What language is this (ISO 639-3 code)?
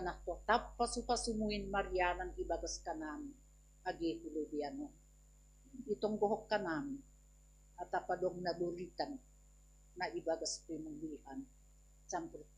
bts